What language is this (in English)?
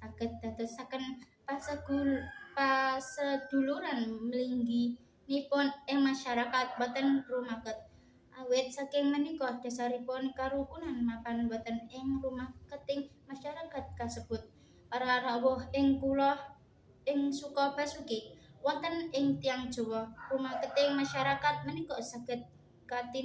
Javanese